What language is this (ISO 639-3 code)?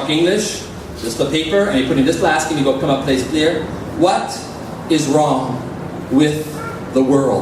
tpi